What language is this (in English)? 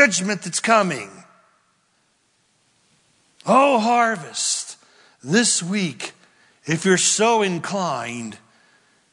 English